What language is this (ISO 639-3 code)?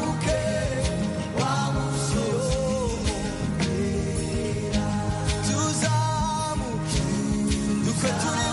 kin